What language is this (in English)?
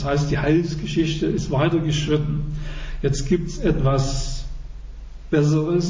German